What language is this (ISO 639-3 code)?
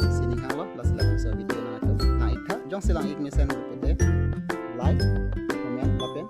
mjw